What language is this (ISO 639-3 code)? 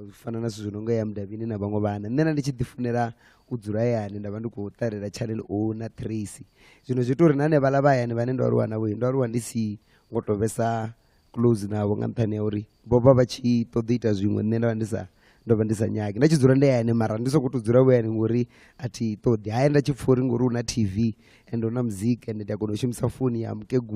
ven